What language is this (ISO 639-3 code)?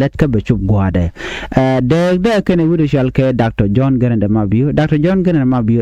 nus